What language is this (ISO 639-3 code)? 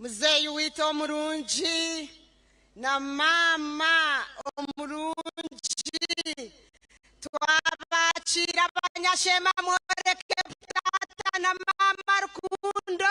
nyn